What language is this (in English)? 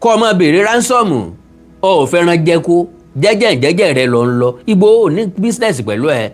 Yoruba